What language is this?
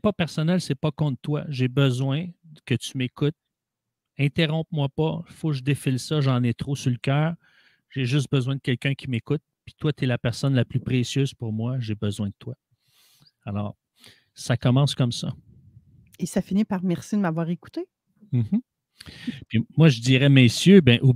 French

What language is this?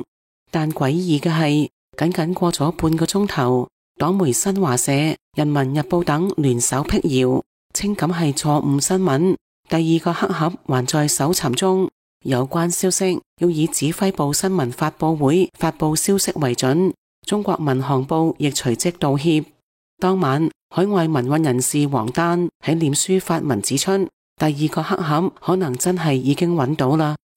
Cantonese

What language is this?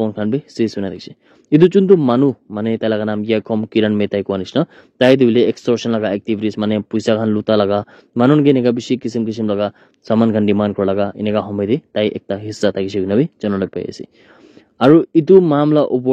Naga Pidgin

